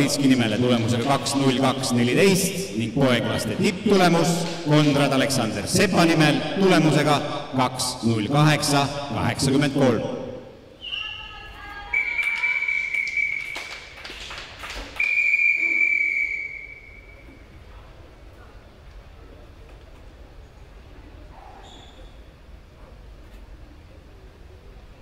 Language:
Estonian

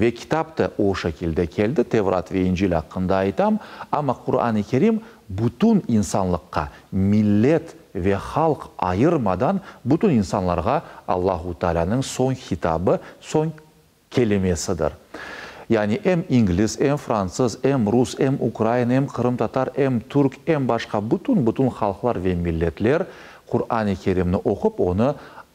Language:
Crimean Tatar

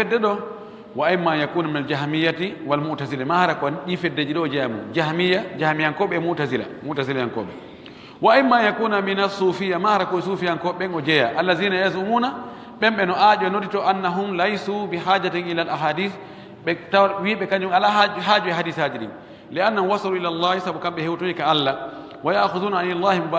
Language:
Fula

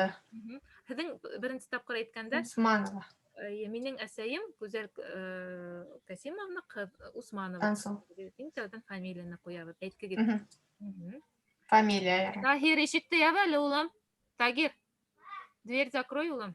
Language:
Bashkir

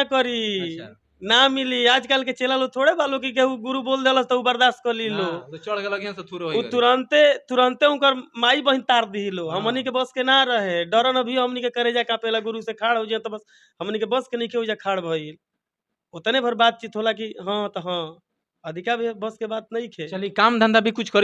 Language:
Bhojpuri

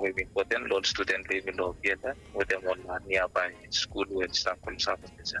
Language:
Bislama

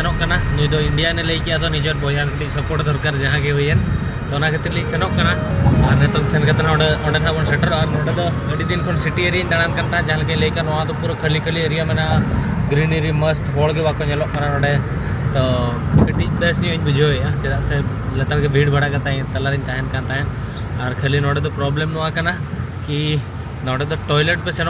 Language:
Santali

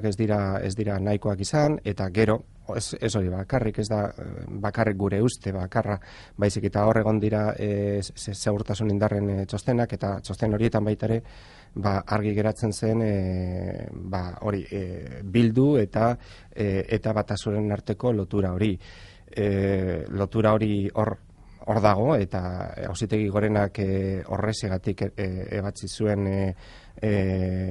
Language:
Basque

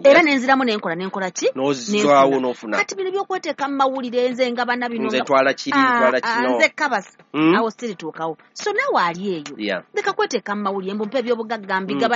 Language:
Ganda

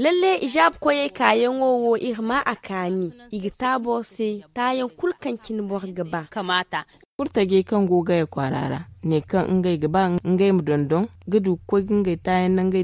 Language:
Zarma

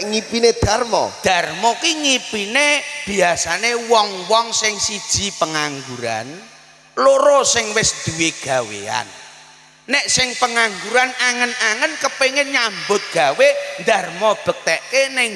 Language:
Javanese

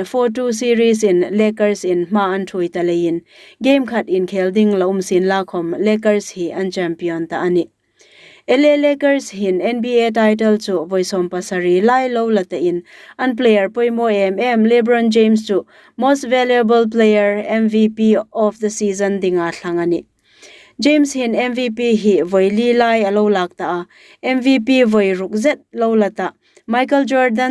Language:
Hmar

